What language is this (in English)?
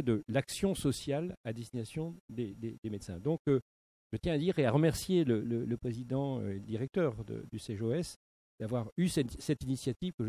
French